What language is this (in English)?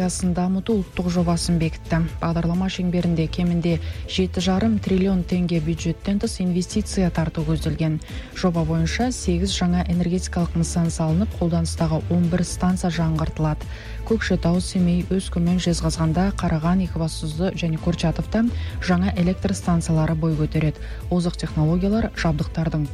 Kazakh